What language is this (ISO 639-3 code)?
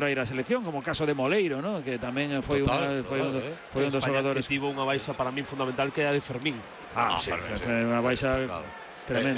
glg